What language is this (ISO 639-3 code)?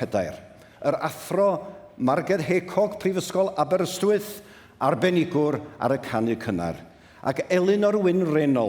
cym